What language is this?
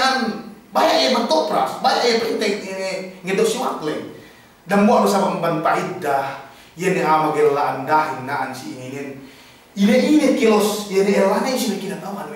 Yakan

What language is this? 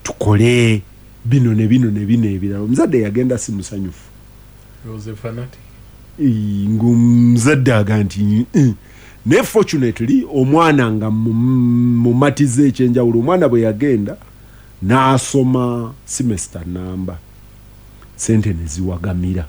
Ganda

